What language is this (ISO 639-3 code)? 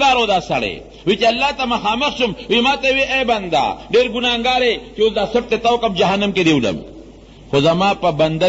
pus